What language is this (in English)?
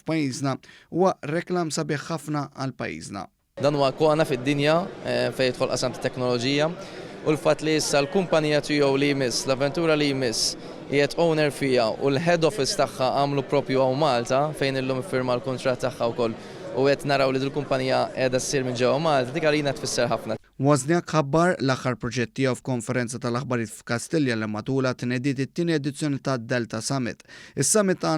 Maltese